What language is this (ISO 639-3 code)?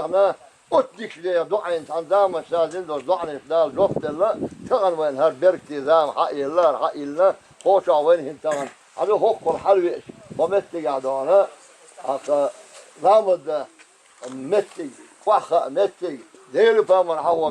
che